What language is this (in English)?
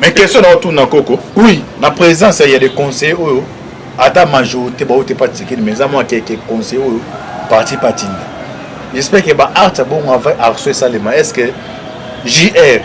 Lingala